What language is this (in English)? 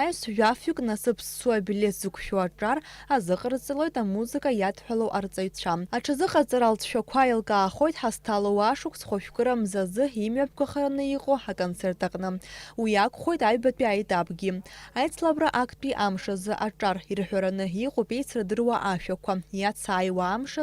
Abkhazian